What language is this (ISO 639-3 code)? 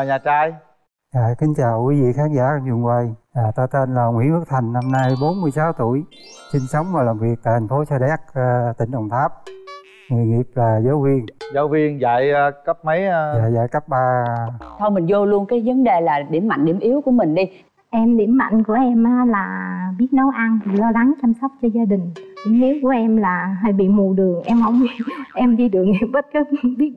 vie